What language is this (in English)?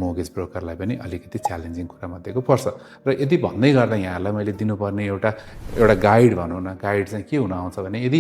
Nepali